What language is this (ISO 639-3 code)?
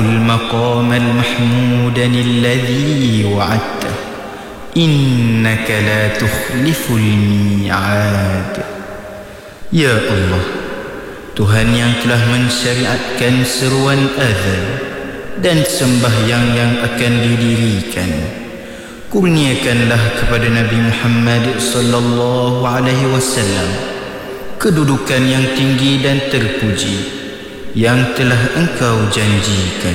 msa